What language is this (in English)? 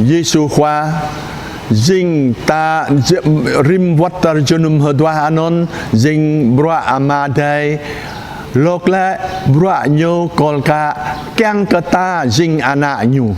Jarai